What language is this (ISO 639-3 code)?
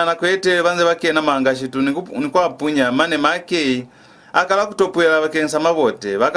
loz